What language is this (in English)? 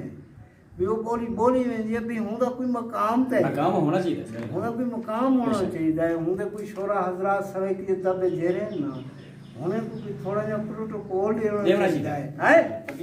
Saraiki